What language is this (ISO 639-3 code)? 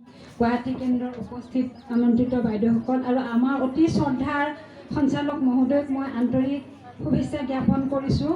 asm